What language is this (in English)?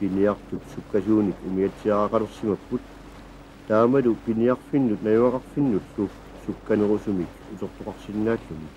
Kalaallisut